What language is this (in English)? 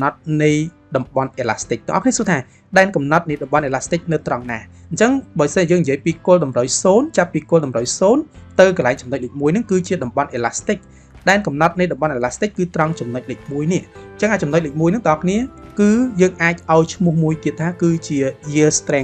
Khmer